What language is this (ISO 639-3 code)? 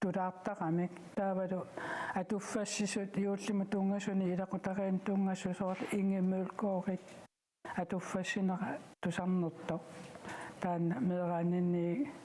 kal